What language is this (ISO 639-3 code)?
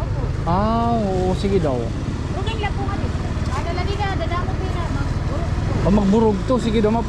war